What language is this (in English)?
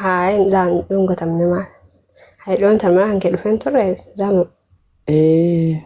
Oromo